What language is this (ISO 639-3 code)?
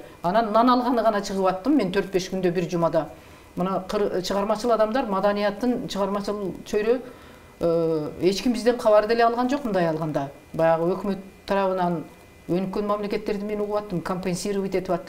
kir